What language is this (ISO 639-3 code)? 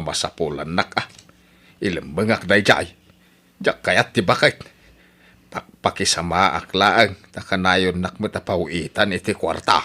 ilo